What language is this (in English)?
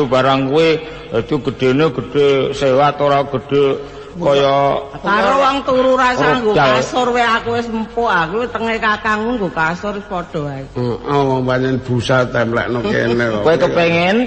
Javanese